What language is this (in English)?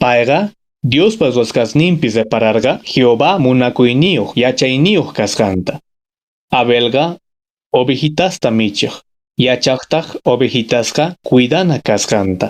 Quechua